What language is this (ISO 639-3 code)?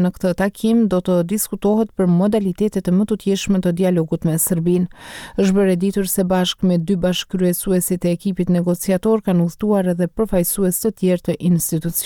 sqi